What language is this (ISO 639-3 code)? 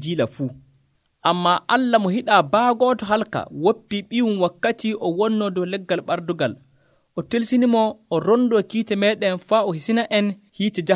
fuv